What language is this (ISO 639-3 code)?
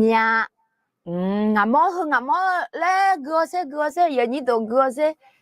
ahk